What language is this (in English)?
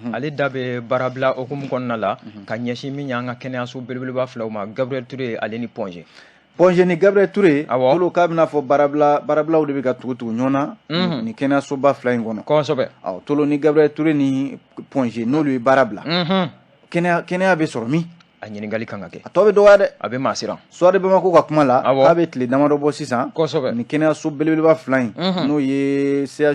Bambara